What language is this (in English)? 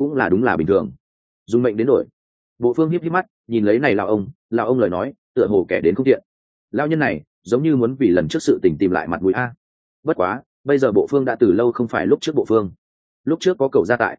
Vietnamese